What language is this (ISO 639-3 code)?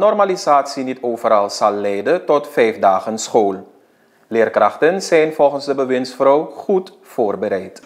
nld